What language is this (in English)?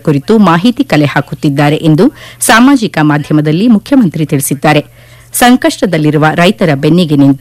Kannada